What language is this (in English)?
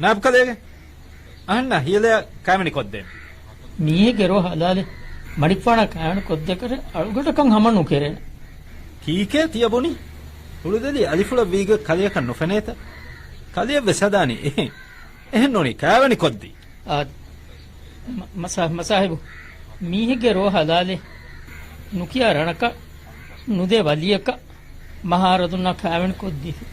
Divehi